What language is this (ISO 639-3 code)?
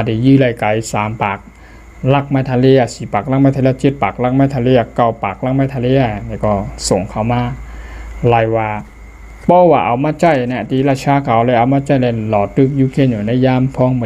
shn